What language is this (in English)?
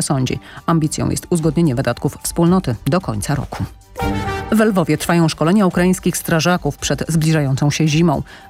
Polish